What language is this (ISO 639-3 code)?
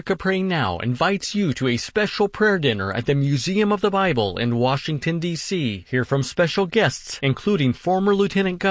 eng